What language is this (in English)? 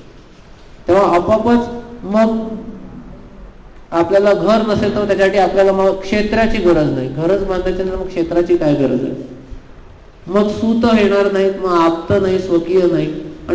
Marathi